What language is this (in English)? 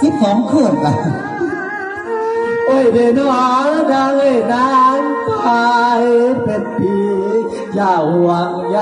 Lao